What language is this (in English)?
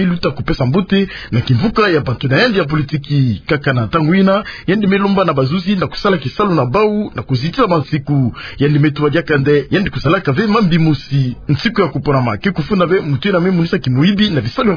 Kituba (Democratic Republic of Congo)